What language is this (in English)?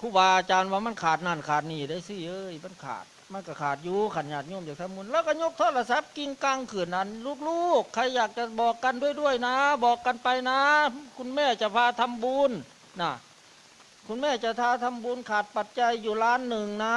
Northeastern Thai